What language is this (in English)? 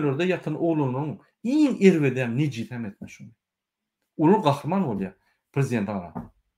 Turkmen